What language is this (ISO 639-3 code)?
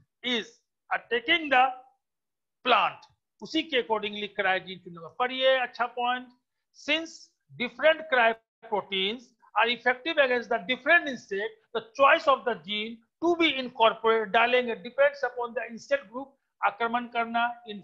hin